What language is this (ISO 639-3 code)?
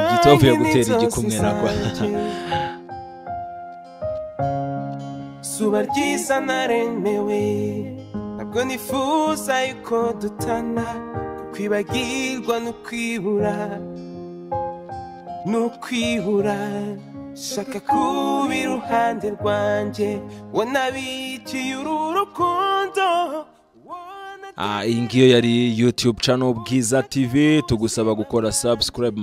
kin